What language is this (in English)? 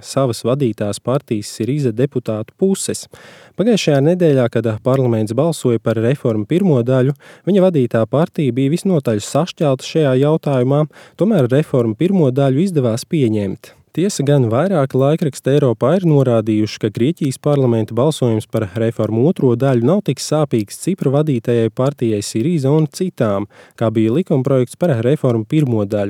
Latvian